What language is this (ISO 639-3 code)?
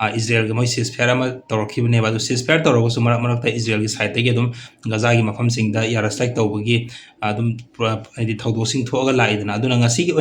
mni